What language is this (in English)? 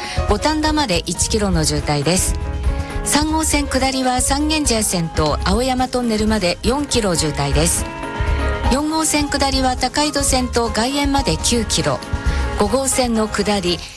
Japanese